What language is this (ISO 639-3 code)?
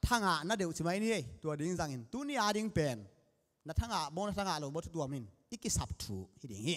ctd